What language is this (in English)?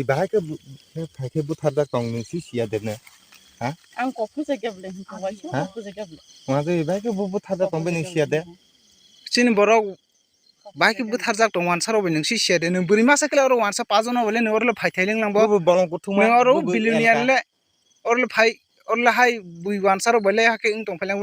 Kok Borok